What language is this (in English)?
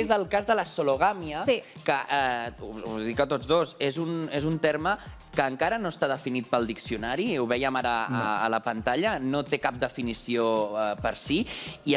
Catalan